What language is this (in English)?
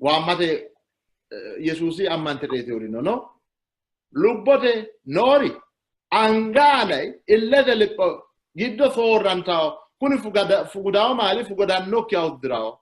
Sidamo